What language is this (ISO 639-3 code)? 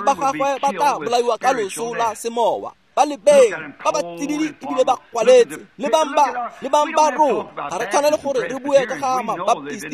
tsn